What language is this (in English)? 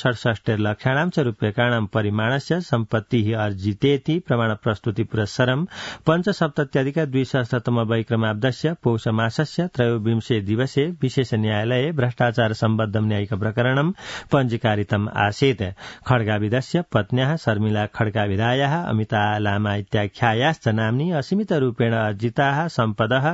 Sanskrit